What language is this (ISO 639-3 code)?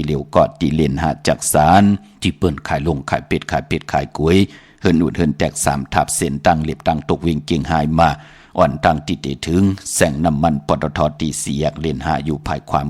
shn